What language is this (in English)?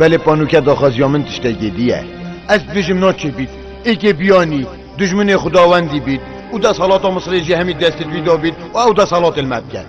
Kurdish